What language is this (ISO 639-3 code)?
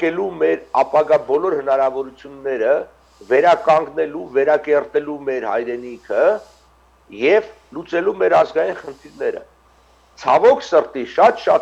hyw